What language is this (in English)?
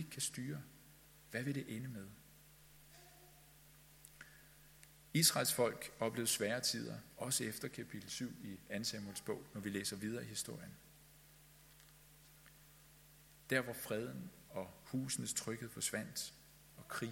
Danish